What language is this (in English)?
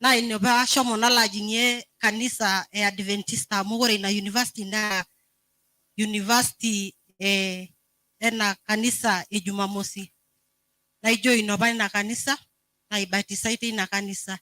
Masai